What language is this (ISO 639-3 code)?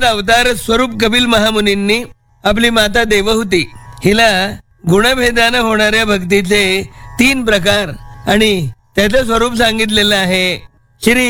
mar